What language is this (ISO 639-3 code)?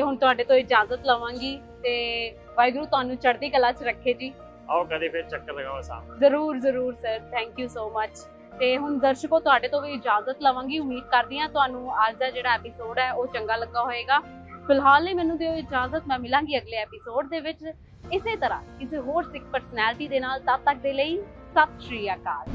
pan